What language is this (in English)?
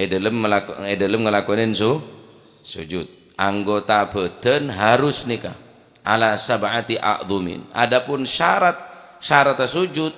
Madurese